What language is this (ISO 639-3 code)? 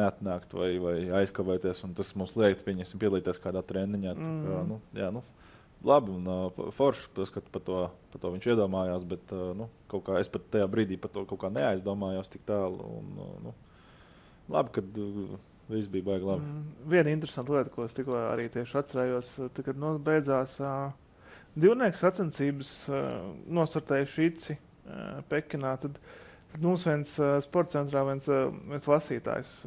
lav